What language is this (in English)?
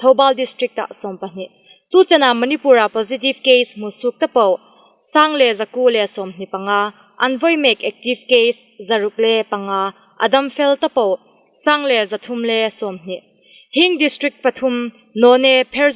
Hmar